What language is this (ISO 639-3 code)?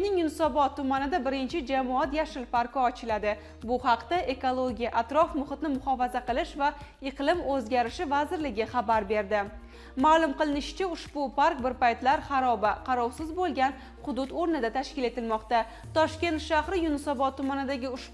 uzb